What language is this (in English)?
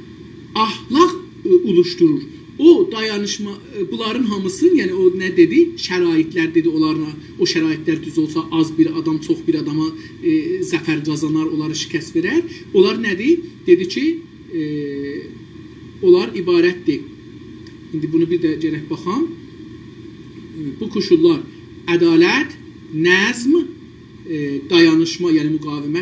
South Azerbaijani